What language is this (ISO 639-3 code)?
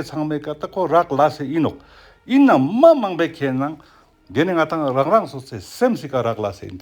lbj